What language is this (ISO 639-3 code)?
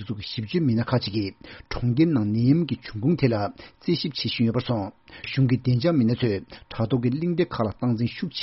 bod